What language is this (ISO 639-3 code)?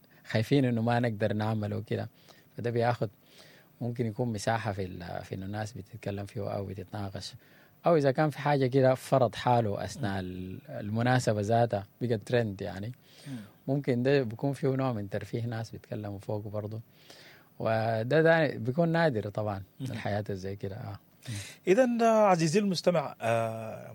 apd